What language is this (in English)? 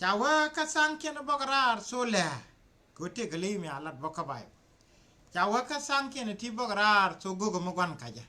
Nuer